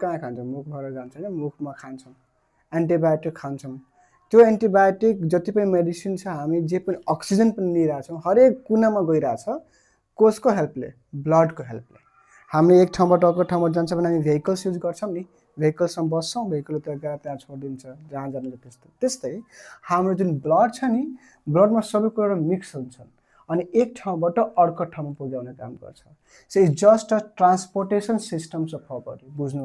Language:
Nepali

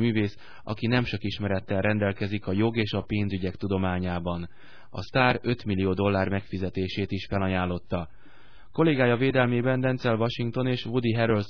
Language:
Hungarian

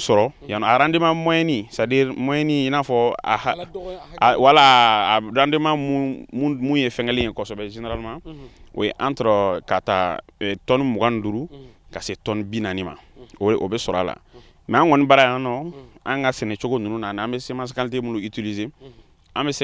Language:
Bambara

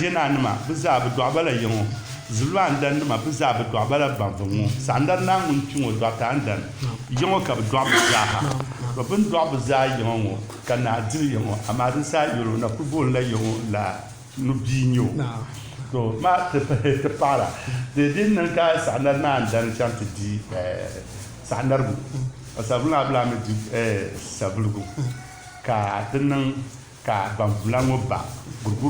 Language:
Dagbani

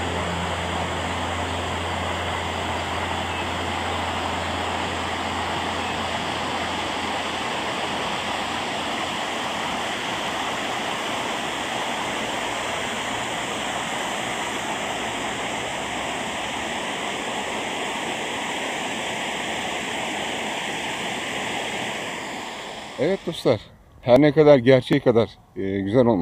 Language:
Turkish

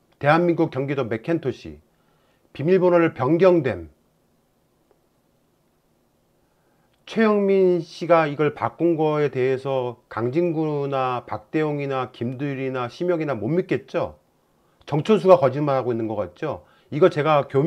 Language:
Korean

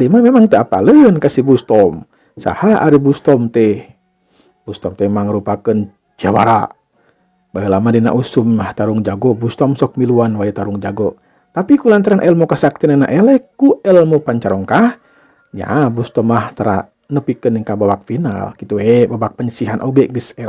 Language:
Sundanese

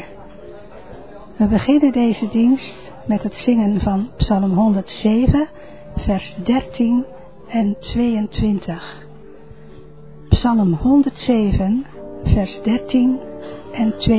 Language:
Dutch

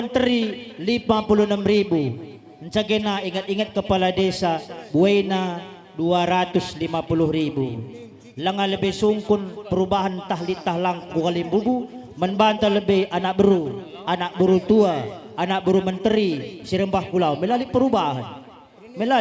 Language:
Batak Karo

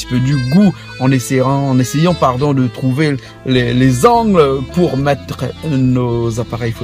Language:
Réunion Creole French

